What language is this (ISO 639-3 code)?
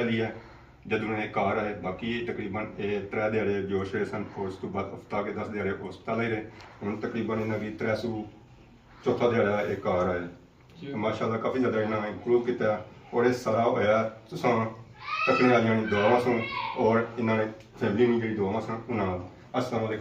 phr